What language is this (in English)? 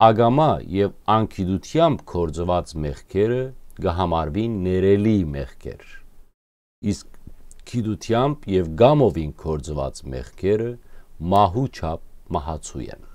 Western Armenian